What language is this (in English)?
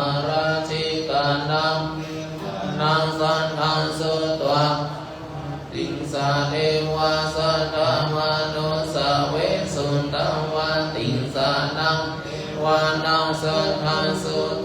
Pali